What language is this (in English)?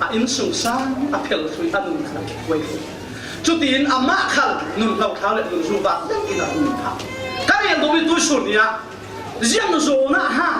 Falam Chin